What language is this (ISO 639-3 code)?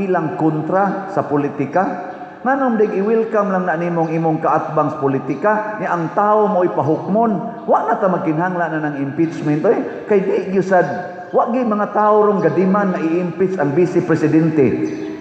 ceb